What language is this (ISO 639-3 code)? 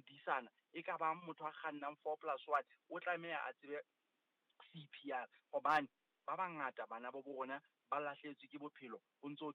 sot